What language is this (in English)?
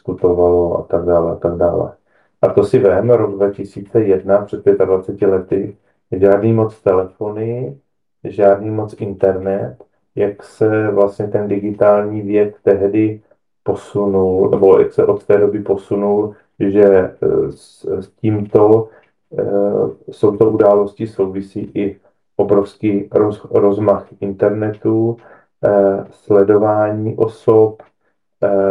Czech